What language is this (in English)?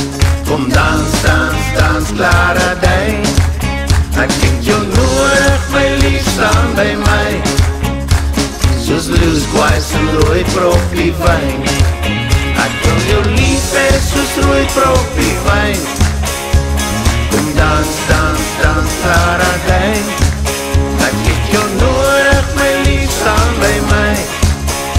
Afrikaans